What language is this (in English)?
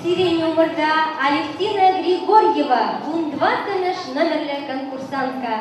Chuvash